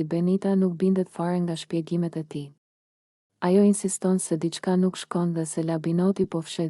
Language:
Albanian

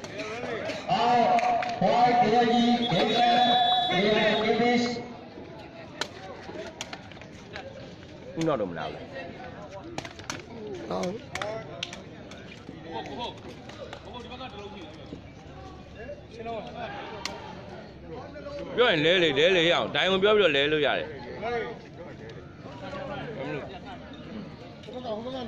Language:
Burmese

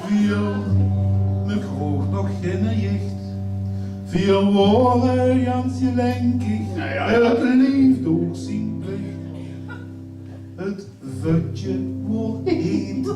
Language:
Limburgish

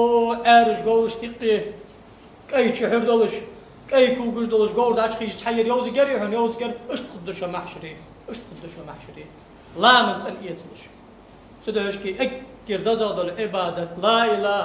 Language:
Ingush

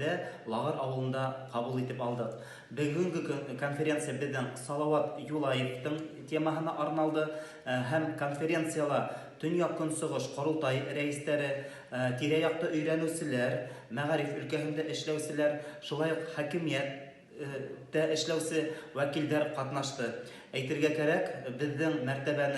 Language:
Bashkir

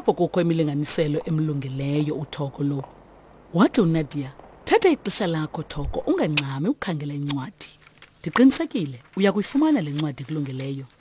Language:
Xhosa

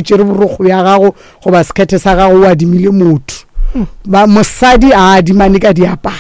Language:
Northern Sotho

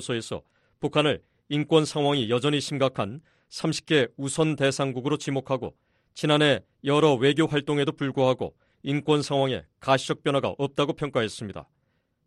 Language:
Korean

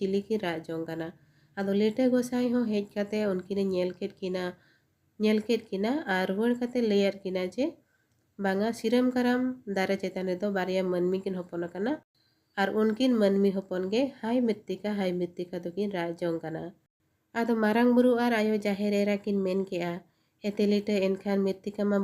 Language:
Santali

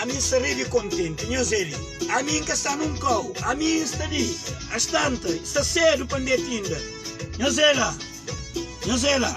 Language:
Kabuverdianu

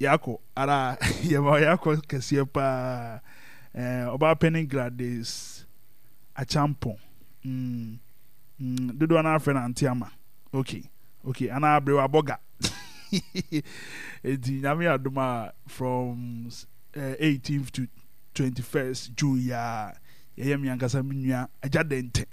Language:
Akan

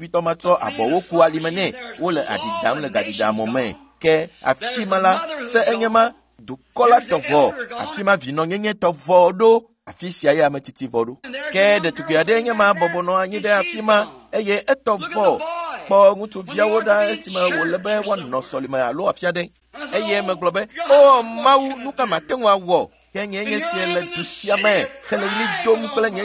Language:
Ewe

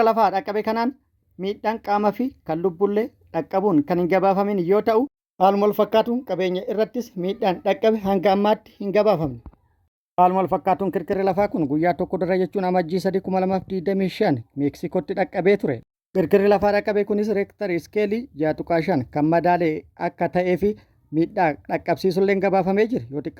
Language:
Oromo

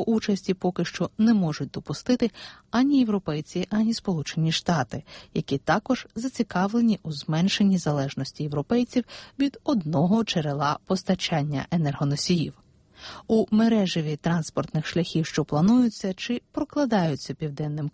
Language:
Ukrainian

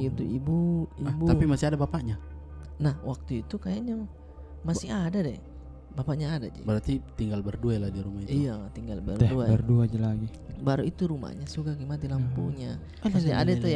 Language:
Makassar Malay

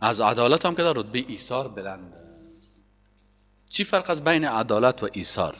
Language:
Persian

